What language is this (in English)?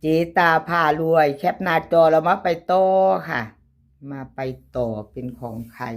Lao